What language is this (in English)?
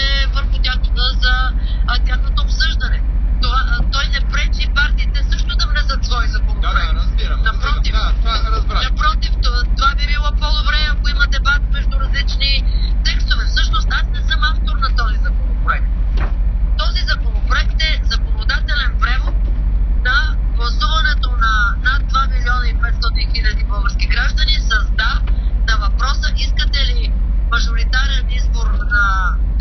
Bulgarian